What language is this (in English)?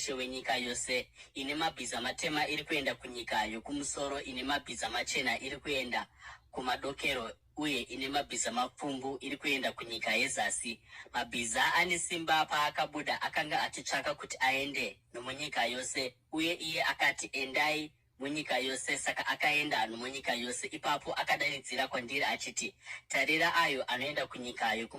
Shona